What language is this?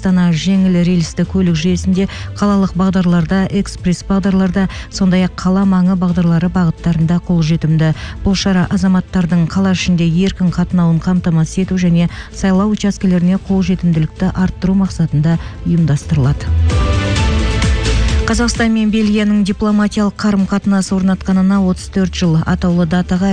Kazakh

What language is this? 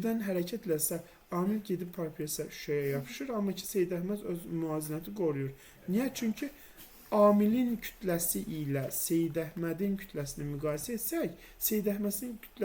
Azerbaijani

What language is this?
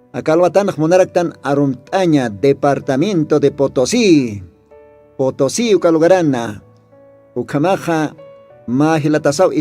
Aymara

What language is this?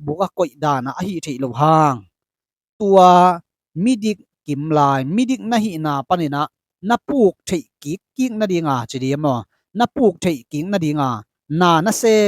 Tedim Chin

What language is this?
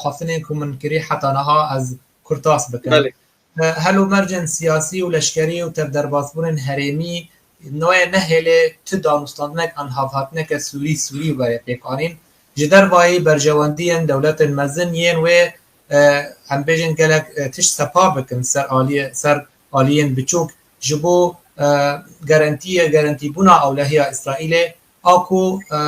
Kurdish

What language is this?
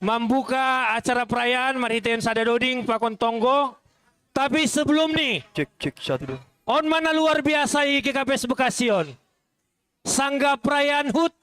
Batak Simalungun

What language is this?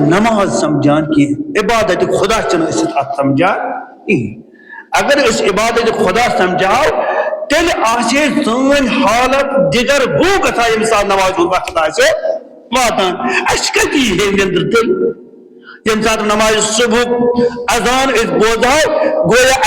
Kashmiri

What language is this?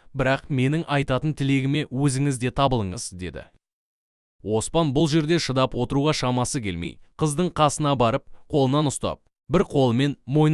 Kazakh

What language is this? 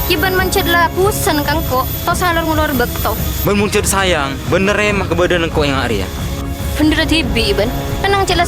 Madurese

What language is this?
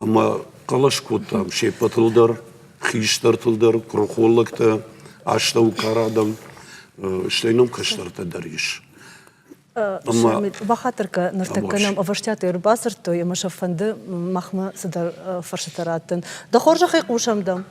Ossetic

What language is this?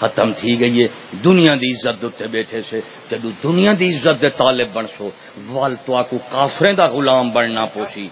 Saraiki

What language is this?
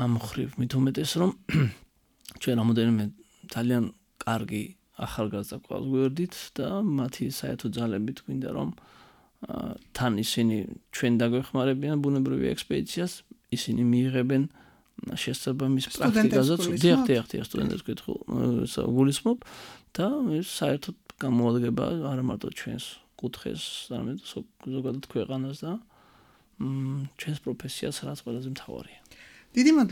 Georgian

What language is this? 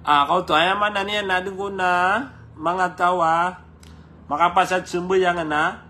Maranao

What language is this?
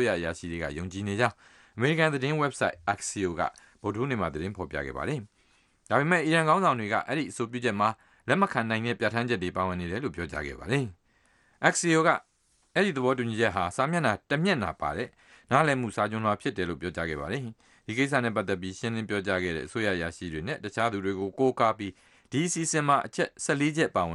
Burmese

